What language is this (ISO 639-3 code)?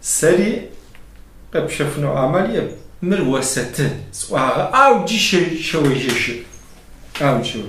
kbd